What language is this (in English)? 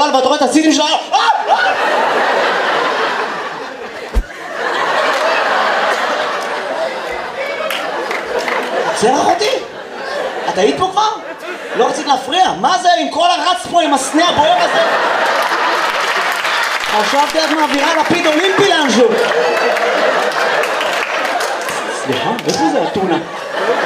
Hebrew